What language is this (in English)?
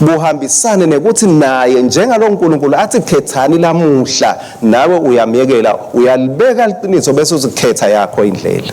Swati